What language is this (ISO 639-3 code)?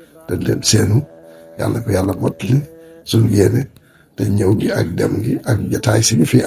wol